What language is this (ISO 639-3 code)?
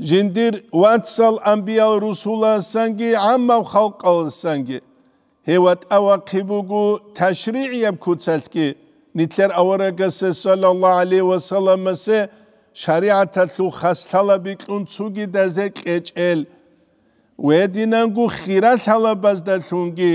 ava